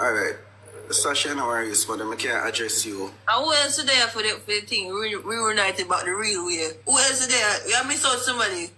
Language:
Jamaican Creole English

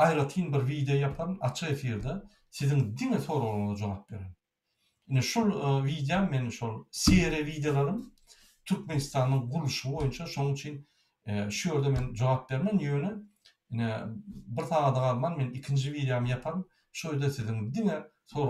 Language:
Turkmen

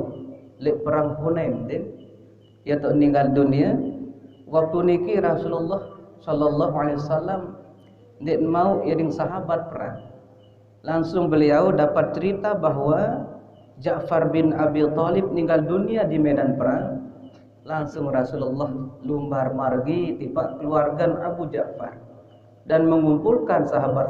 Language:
Sasak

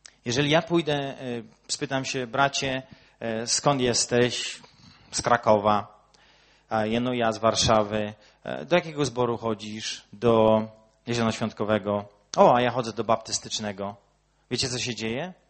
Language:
Polish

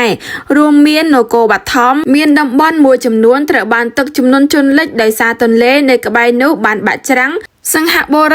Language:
Khmer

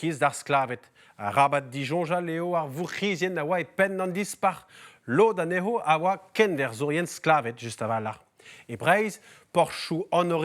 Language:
Breton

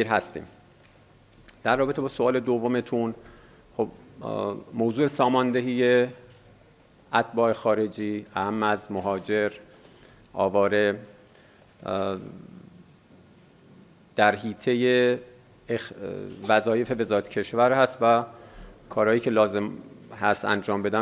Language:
Persian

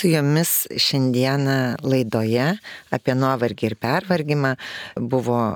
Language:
Lithuanian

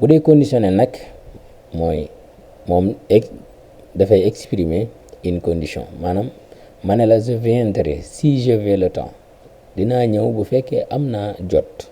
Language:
Wolof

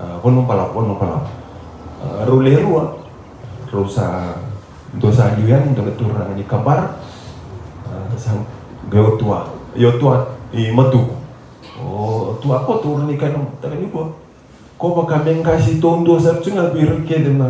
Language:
Fijian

